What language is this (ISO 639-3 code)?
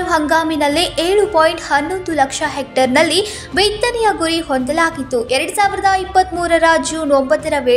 kan